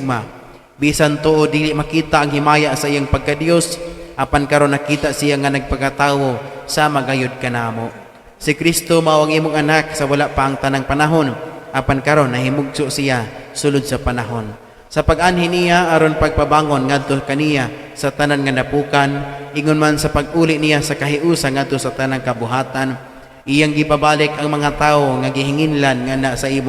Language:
Cebuano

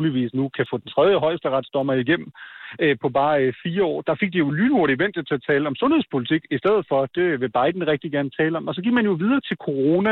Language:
Danish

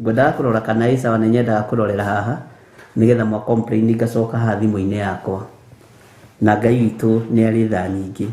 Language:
Kikuyu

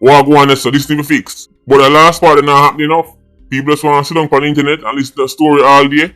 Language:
Jamaican Creole English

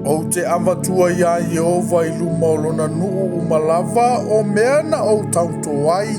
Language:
Samoan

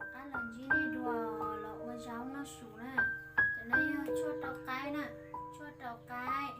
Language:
Hmong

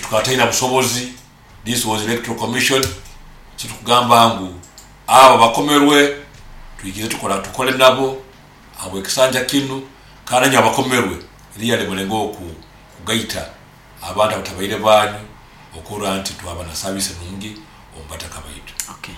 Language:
Nyoro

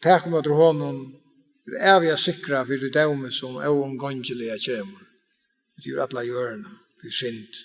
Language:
Faroese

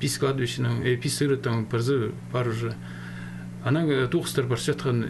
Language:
Khakas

